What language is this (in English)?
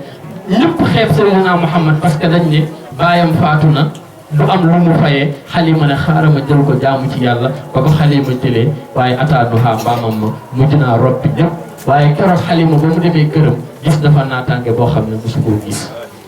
Wolof